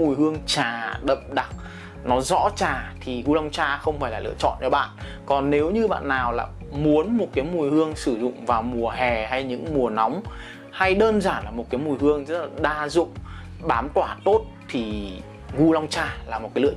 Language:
Vietnamese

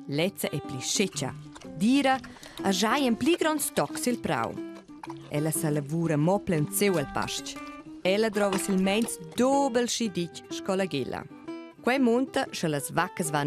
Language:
Romansh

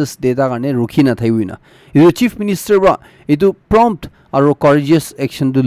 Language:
Naga Pidgin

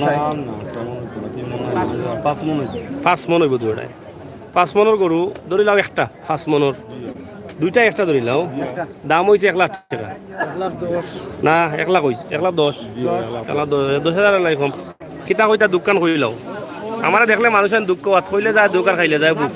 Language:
Sylheti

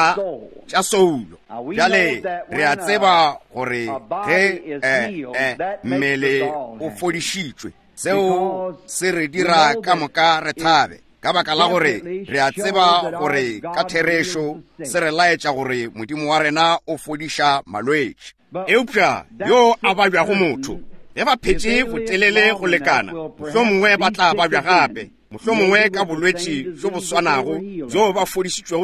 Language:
Northern Sotho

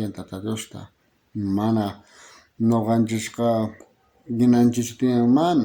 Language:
South Bolivian Quechua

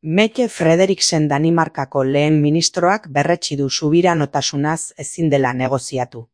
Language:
Basque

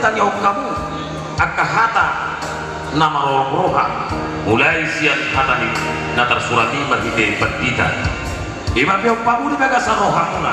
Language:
Batak Toba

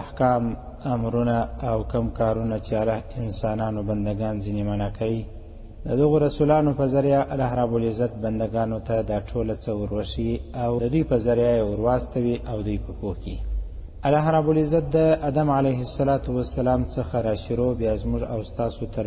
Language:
Pashto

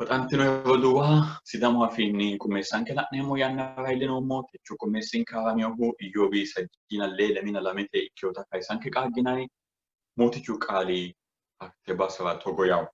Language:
Sidamo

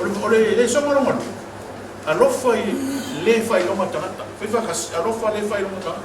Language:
Samoan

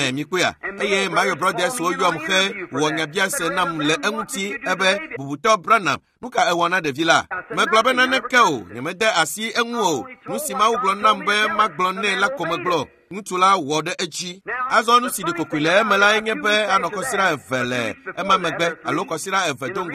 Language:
Ewe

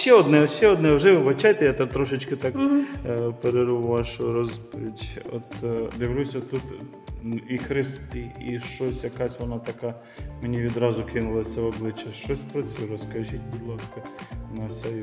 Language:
Ukrainian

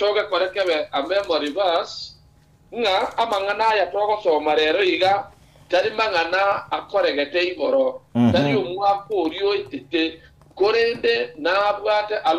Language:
Gusii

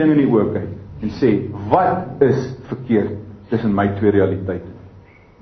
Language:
Afrikaans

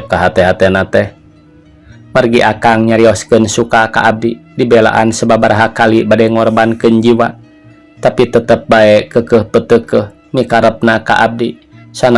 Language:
Sundanese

